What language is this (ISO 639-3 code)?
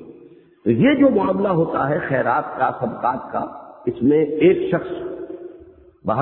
urd